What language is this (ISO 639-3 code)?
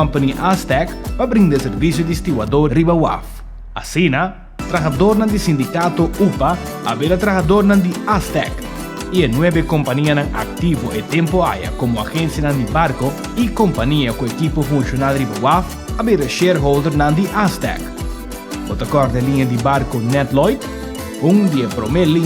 pap